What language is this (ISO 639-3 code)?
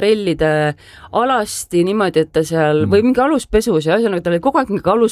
est